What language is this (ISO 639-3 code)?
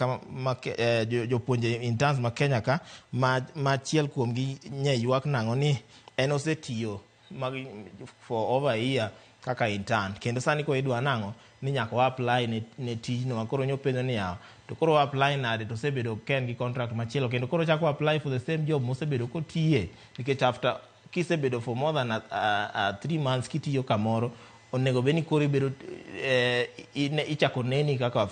luo